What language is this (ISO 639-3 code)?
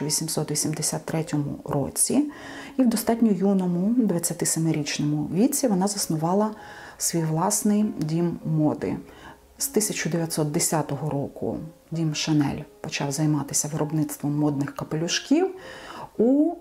ukr